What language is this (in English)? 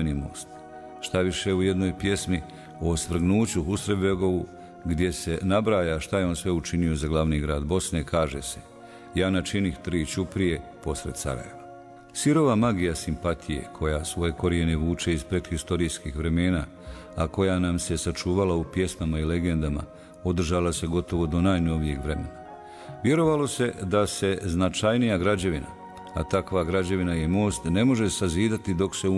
Bosnian